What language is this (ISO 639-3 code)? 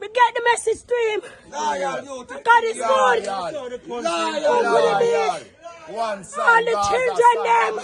jam